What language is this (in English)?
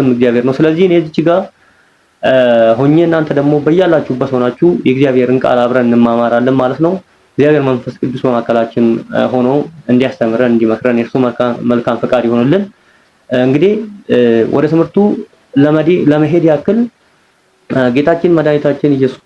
Amharic